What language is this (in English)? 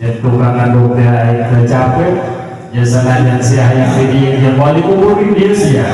Sundanese